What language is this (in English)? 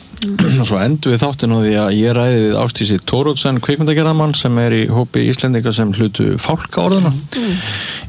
Icelandic